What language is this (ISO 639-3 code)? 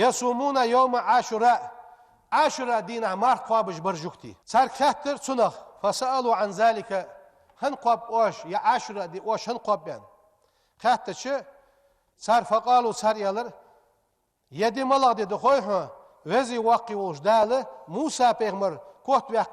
inh